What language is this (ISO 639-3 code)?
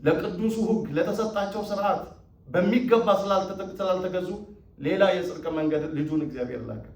amh